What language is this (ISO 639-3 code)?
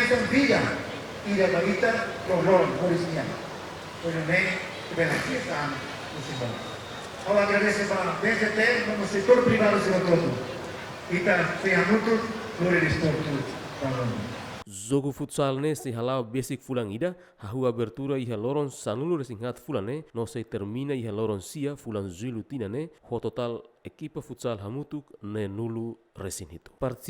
tet